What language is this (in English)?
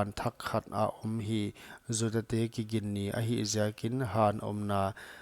Paite Chin